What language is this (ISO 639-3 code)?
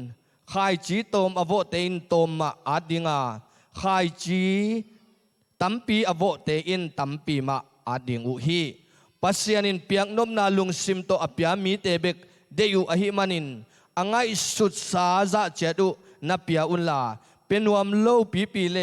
ctd